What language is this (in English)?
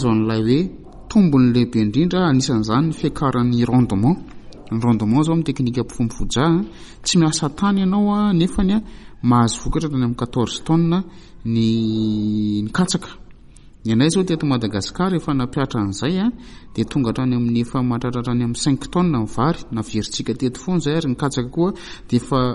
Malagasy